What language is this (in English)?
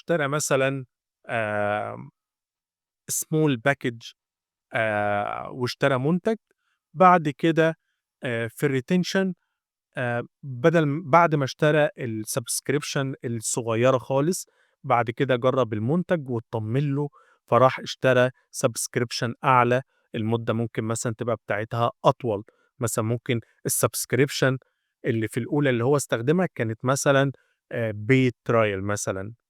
Egyptian Arabic